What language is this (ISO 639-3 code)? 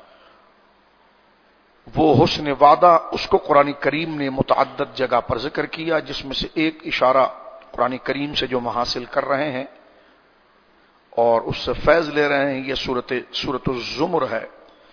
urd